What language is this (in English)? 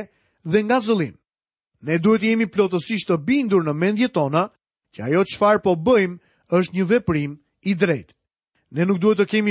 Albanian